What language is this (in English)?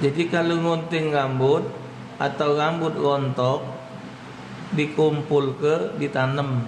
Musi